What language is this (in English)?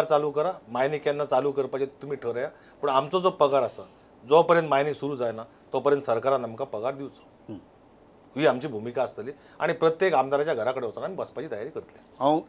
Konkani